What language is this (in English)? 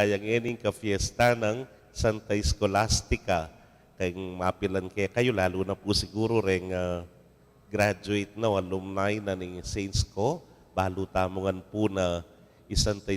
Pampanga